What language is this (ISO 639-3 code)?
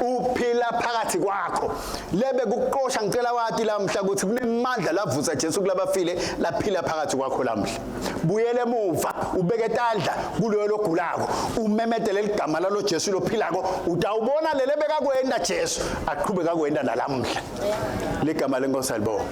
ssw